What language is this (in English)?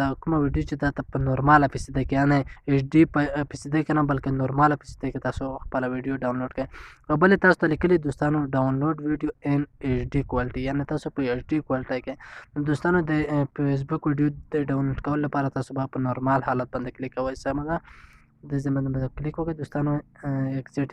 Pashto